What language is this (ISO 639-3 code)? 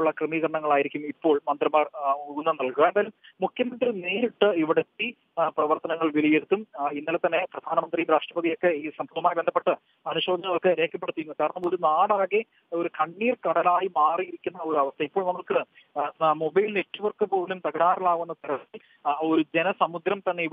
mal